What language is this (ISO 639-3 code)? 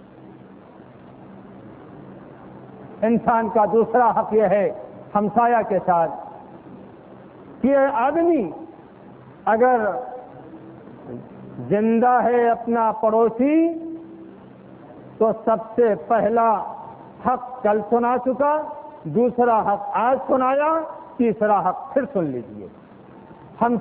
urd